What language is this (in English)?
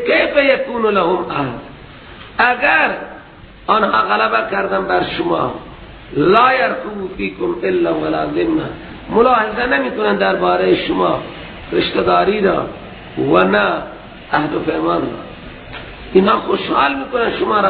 Persian